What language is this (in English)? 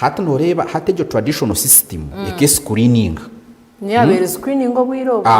Nyankole